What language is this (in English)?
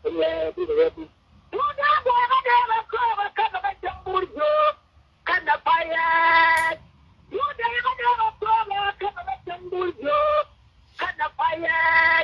Nuer